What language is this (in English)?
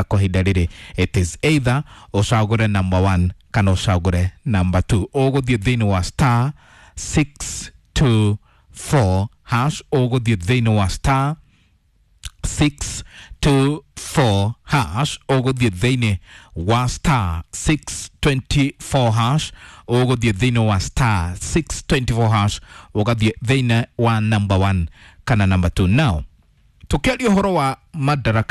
Kikuyu